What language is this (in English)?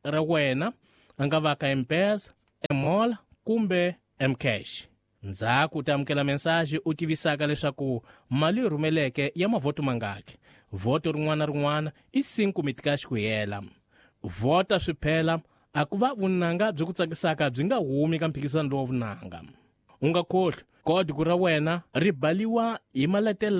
Tsonga